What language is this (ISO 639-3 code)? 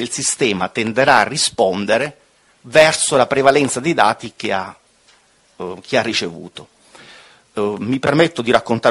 ita